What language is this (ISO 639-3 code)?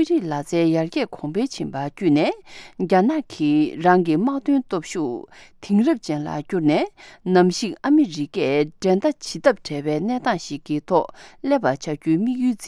bod